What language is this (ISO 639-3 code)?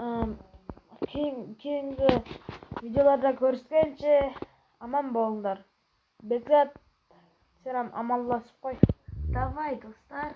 kaa